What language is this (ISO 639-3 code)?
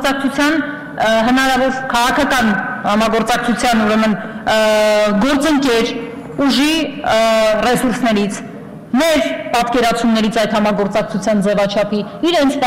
hye